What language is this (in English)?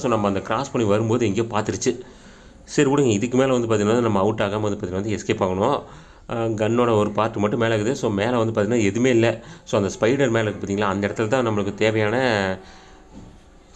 Tamil